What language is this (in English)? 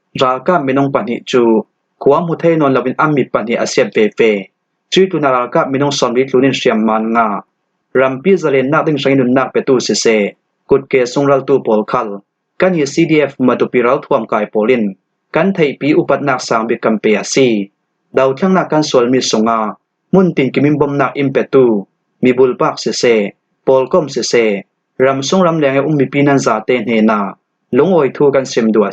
Falam Chin